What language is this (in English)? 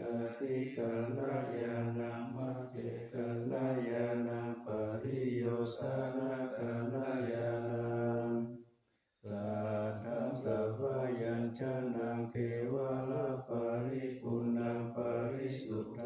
Pali